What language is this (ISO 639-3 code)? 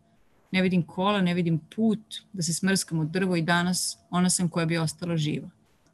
srp